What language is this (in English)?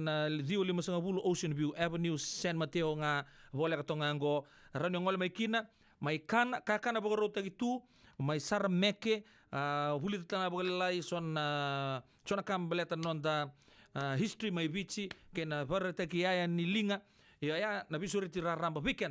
Fijian